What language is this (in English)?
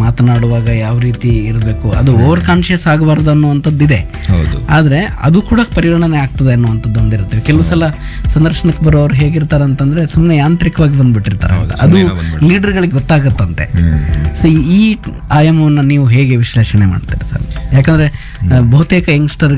Kannada